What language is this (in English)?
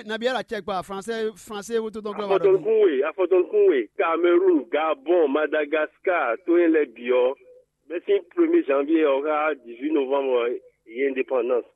Fon